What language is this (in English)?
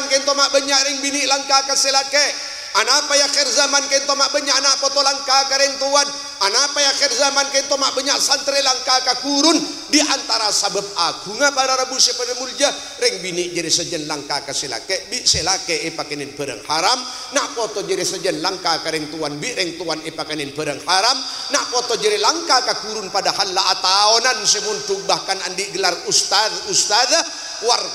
Madurese